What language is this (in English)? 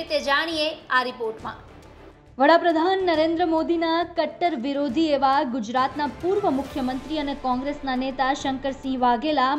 Gujarati